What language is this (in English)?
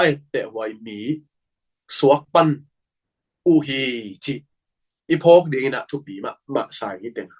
Tedim Chin